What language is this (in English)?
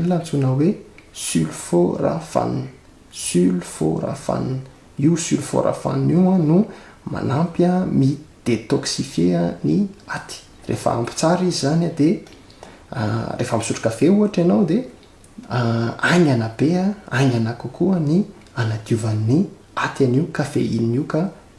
Malagasy